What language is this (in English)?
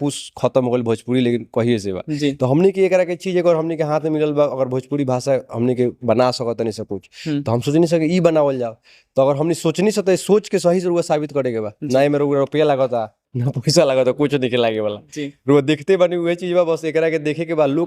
Bhojpuri